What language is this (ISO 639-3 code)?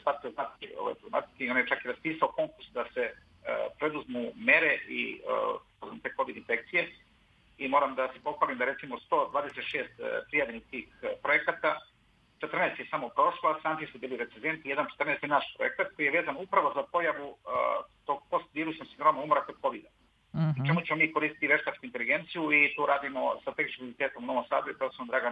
srp